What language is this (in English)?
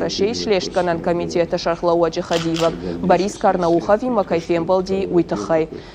Ossetic